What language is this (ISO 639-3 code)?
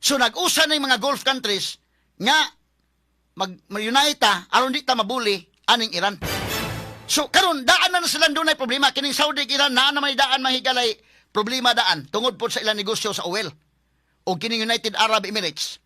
ceb